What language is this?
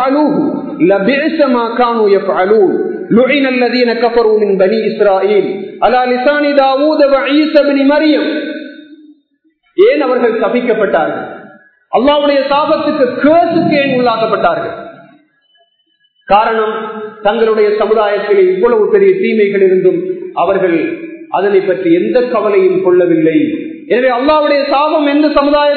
Tamil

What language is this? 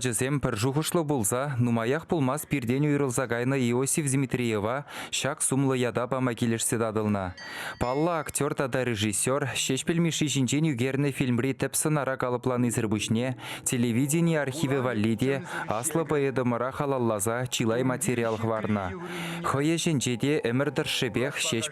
Chuvash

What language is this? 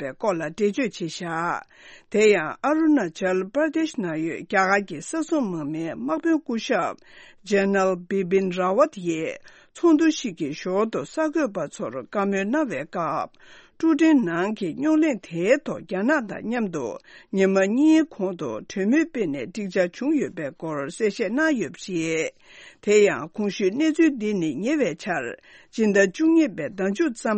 Tibetan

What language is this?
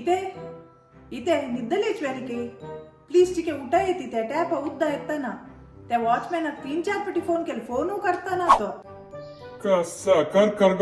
Konkani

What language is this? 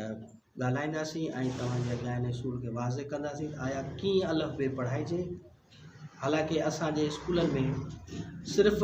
Sindhi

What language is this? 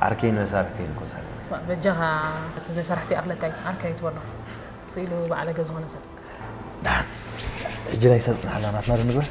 Tigrinya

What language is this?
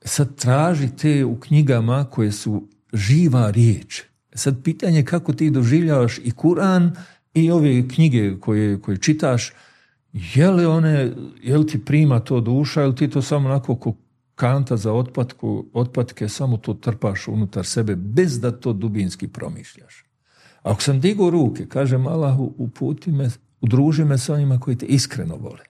Bosnian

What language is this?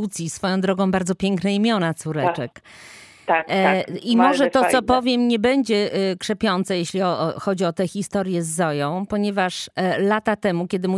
Polish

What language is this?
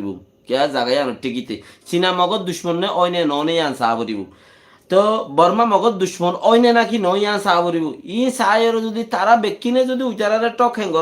Rohingya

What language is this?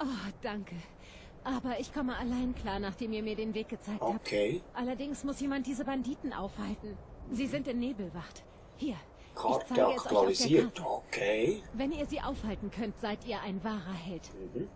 Swiss German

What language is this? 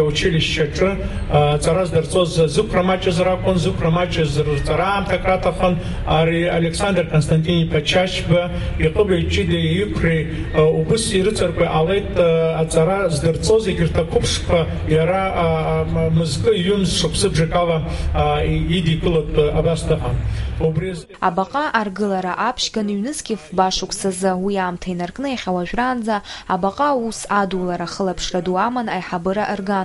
Abkhazian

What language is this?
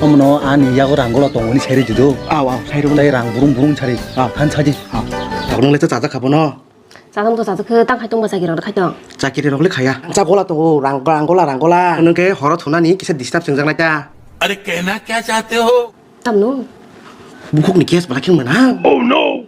Kok Borok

